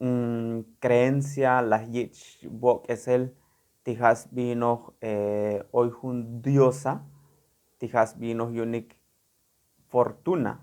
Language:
Tzotzil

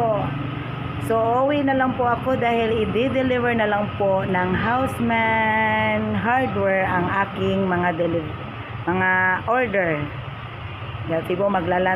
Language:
Filipino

